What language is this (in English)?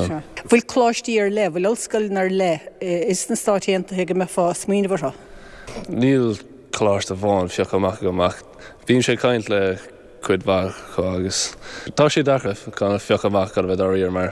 Irish